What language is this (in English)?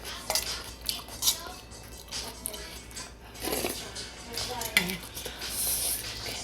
Lao